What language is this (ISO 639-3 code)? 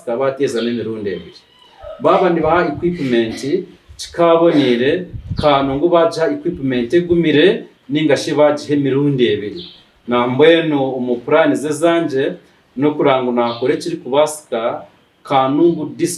nyn